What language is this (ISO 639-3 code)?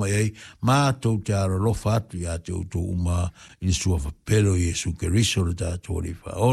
smo